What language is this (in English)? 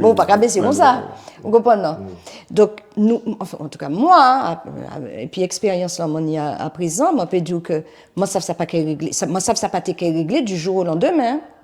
Guadeloupean Creole French